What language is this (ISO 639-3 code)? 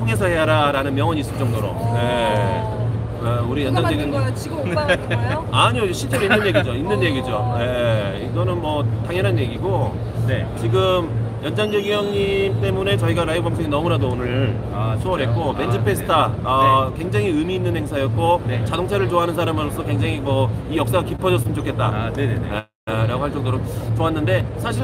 kor